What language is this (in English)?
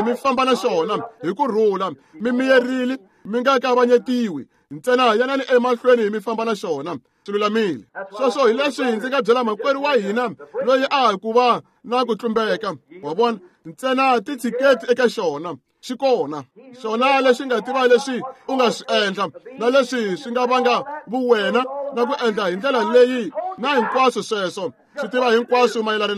Tsonga